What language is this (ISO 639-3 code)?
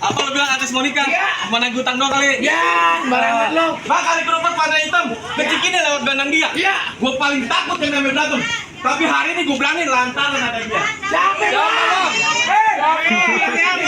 bew